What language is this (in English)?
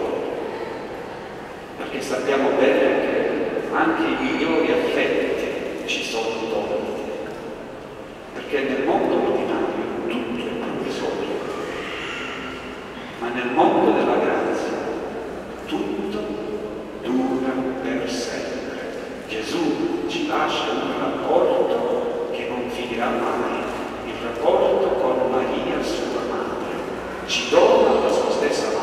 Italian